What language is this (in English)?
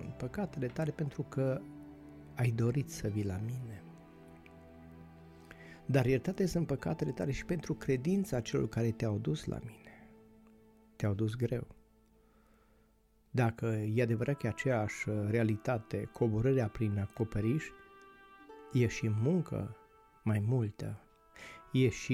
Romanian